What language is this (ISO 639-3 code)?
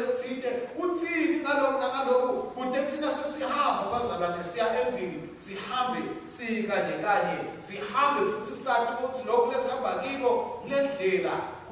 ssw